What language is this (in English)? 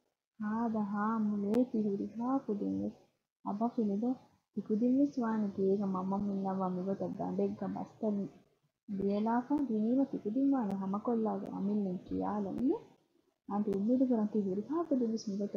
Divehi